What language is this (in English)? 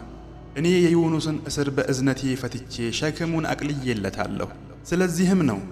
Amharic